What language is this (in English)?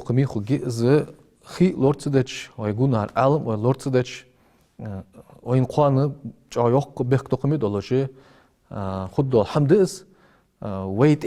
Ingush